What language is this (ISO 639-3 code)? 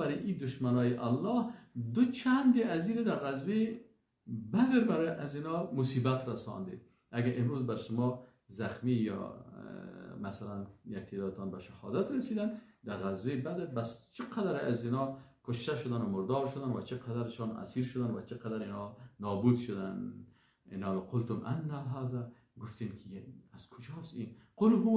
fas